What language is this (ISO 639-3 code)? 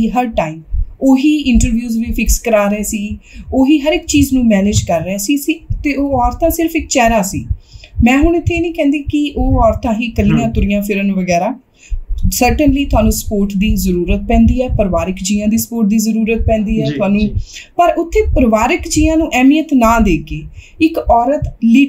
pan